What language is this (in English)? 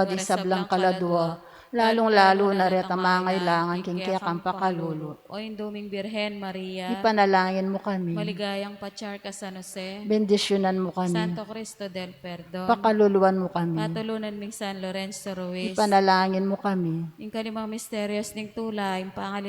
Pampanga